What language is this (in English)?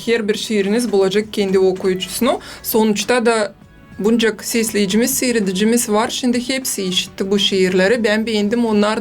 Gagauz